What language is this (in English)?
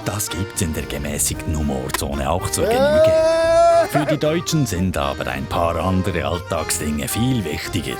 Swiss German